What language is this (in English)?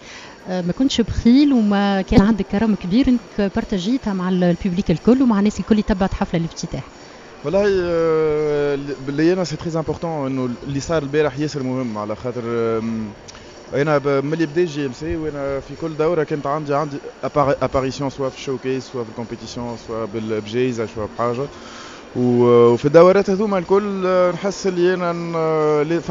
Tunisian Arabic